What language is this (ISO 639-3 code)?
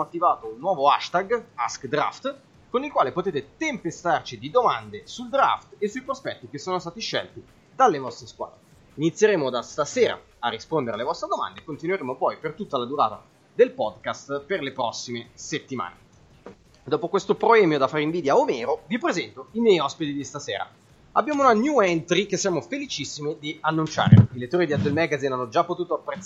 ita